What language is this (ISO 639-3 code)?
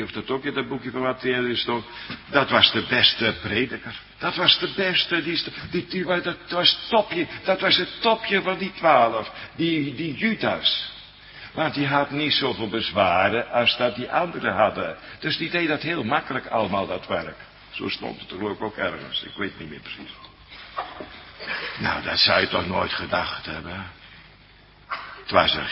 nld